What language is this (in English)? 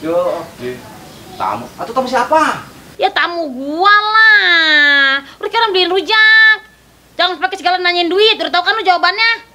Betawi